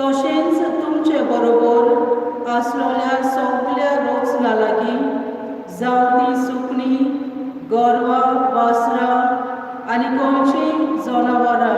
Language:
Konkani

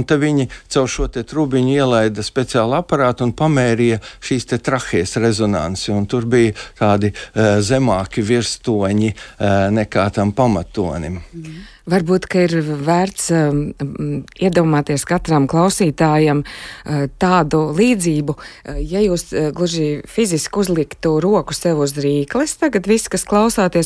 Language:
Latvian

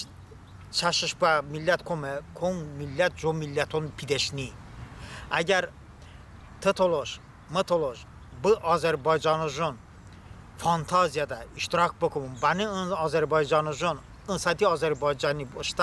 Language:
Talysh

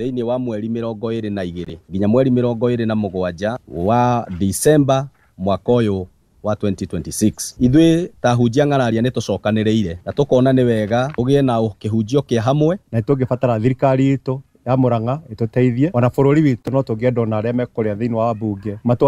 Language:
Kikuyu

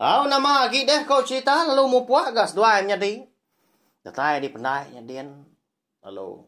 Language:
Iban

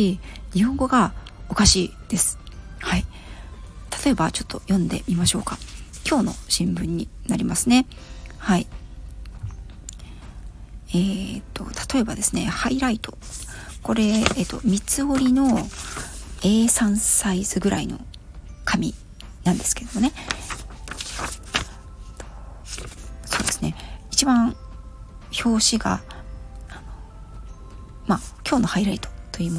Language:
Japanese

